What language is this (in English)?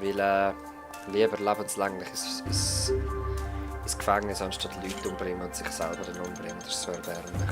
Swiss German